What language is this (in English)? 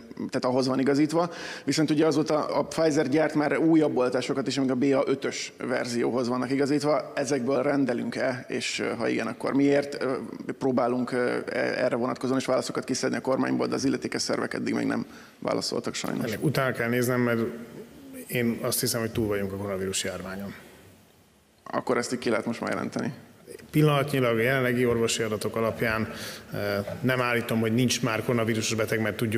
Hungarian